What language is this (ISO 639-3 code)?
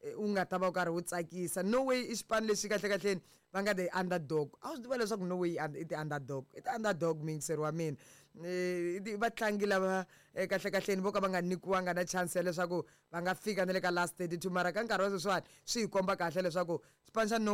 tso